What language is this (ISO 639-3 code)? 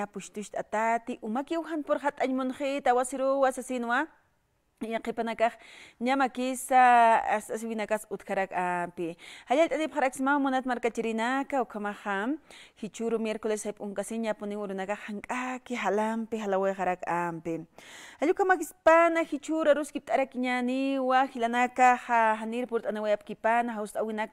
aym